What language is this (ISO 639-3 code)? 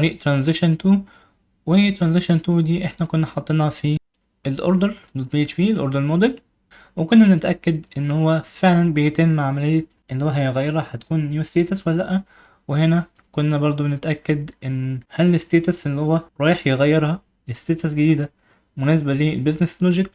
arz